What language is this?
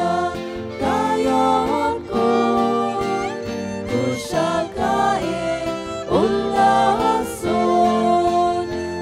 Konkani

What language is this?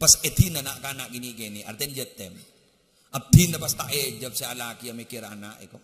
Madurese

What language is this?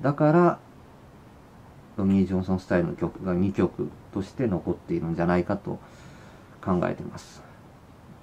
Japanese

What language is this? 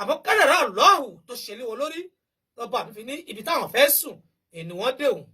Yoruba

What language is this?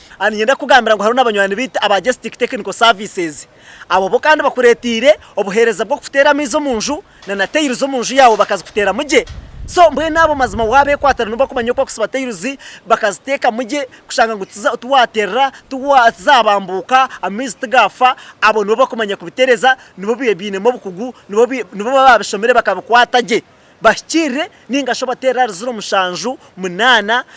Nyankole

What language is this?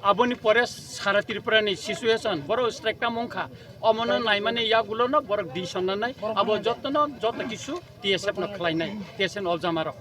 Kok Borok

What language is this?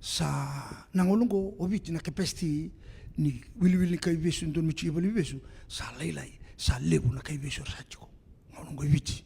Fijian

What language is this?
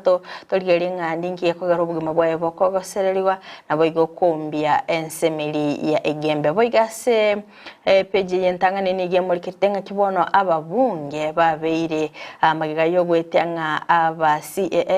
Gusii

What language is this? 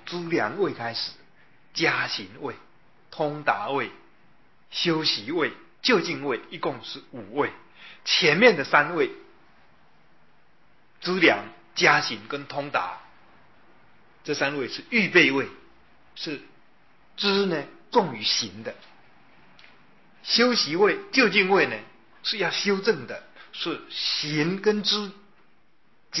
Chinese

